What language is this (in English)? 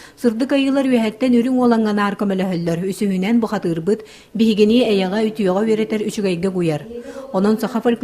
Yakut